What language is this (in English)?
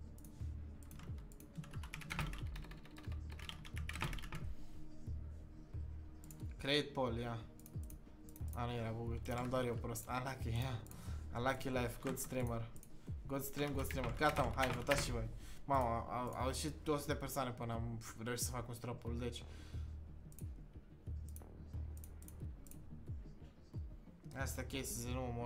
Romanian